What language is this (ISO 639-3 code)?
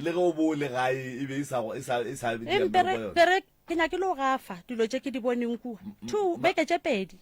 nso